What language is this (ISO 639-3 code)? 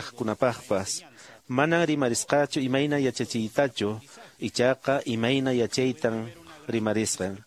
que